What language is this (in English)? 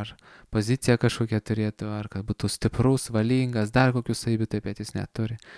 Lithuanian